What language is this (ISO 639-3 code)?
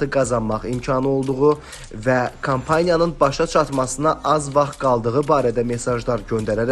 aze